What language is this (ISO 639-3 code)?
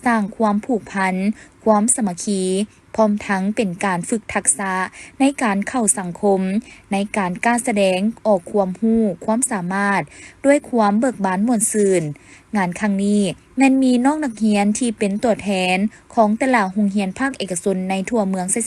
lao